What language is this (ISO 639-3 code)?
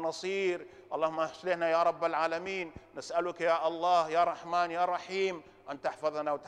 ara